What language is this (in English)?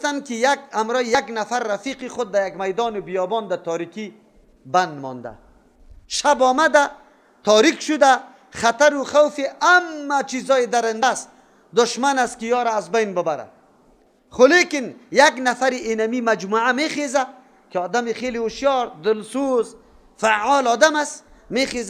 Persian